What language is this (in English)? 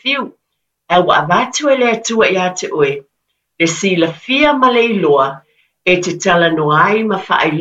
Samoan